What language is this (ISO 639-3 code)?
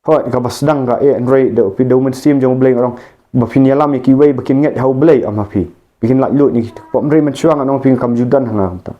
kha